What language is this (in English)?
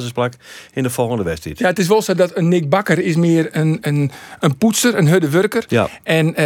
Western Frisian